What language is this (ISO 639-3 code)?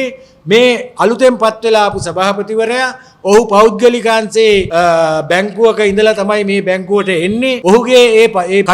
sin